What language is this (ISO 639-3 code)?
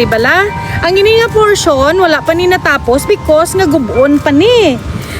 hil